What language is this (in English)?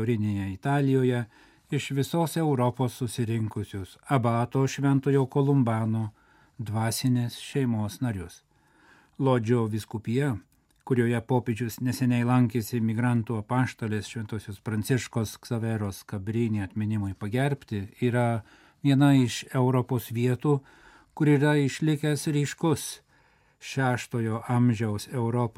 Lithuanian